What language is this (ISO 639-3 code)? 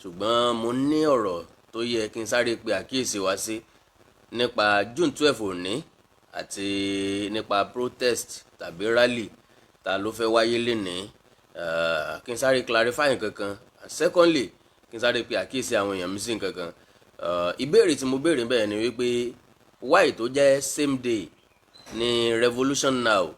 yor